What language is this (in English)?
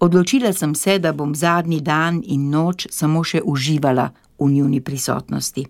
Slovenian